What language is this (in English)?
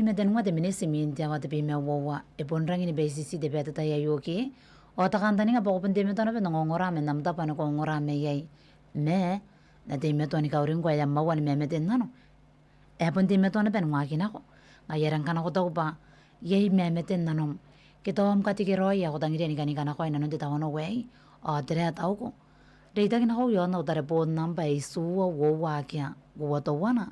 Gilbertese